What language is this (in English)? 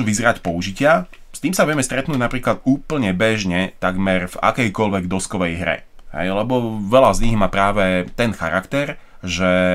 Slovak